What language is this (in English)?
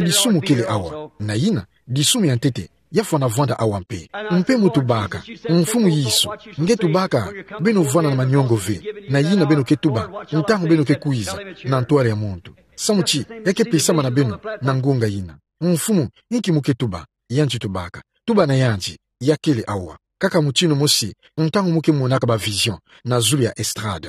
Kituba (Democratic Republic of Congo)